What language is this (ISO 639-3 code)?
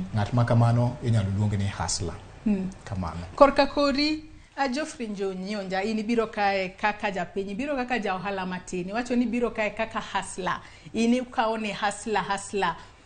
luo